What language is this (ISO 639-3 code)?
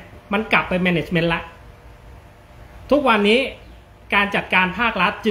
tha